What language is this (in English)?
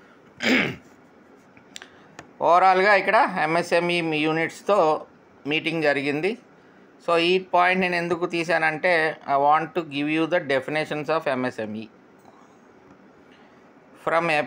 Telugu